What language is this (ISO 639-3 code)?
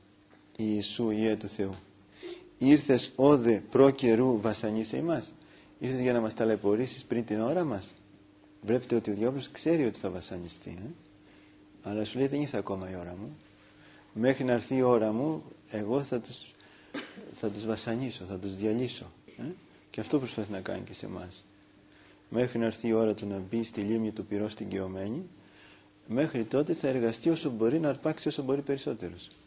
ell